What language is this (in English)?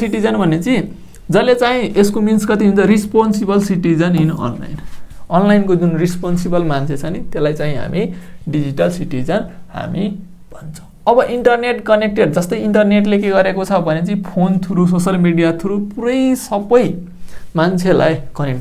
Nepali